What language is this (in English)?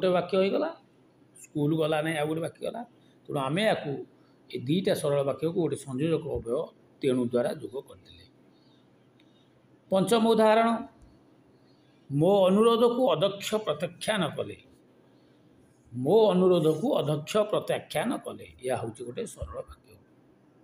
Odia